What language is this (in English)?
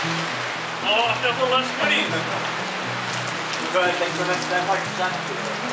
Czech